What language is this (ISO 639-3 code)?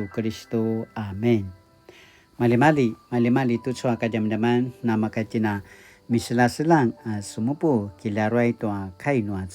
pwn